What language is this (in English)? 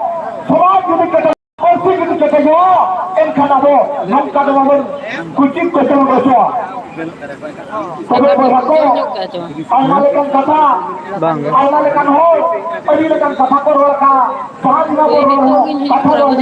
Santali